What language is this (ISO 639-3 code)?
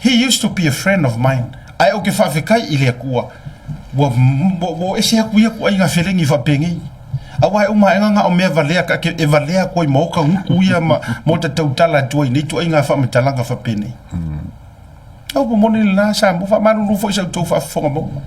smo